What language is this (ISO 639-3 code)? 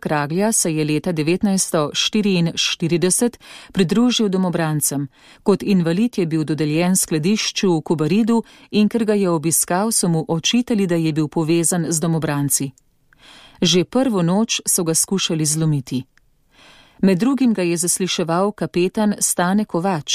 slv